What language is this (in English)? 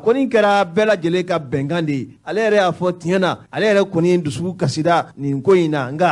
Bambara